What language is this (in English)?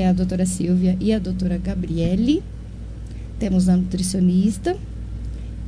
Portuguese